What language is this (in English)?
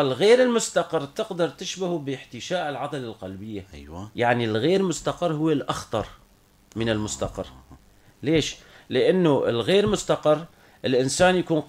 North Levantine Arabic